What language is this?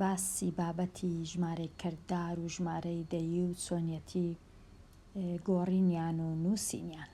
Central Kurdish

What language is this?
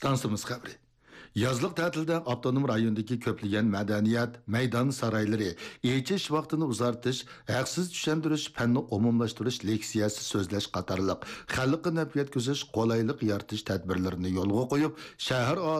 Uyghur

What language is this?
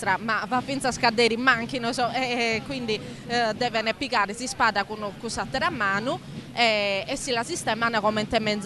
Sardinian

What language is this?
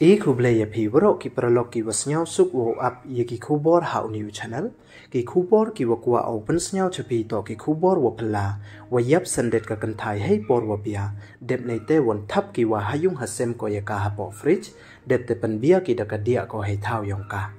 Pnar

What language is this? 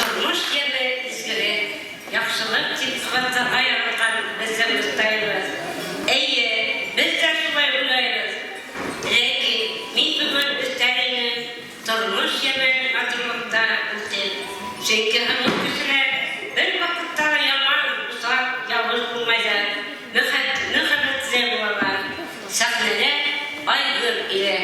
Bashkir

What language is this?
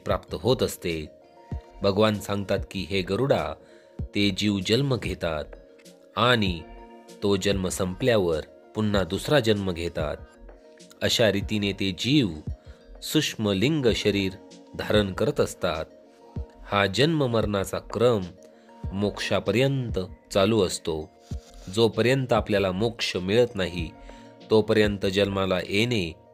Marathi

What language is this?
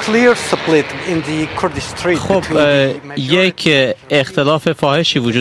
Persian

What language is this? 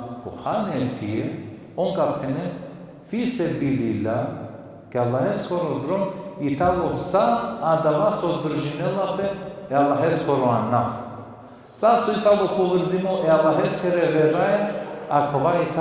Balkan Romani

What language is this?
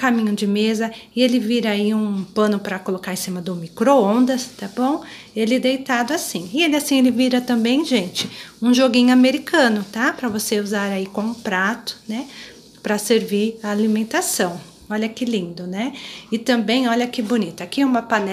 Portuguese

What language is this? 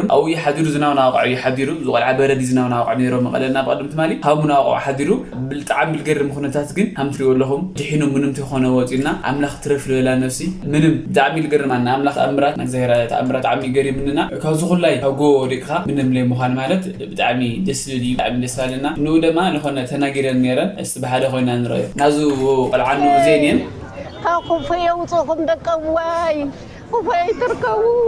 Tigrinya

